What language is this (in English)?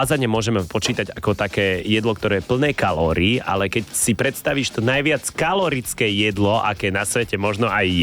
Slovak